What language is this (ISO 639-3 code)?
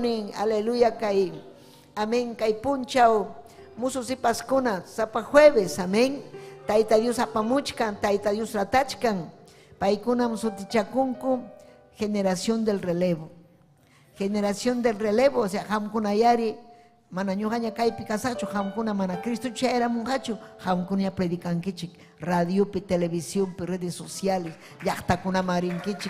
quy